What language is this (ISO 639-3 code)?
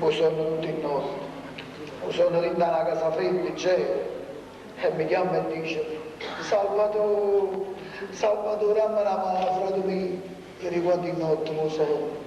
nap